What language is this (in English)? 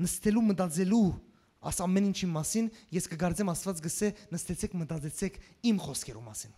Western Armenian